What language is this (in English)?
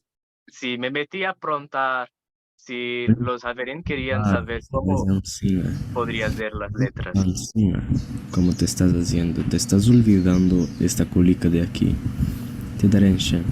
Ladino